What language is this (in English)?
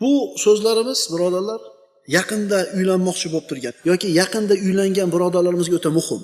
Uzbek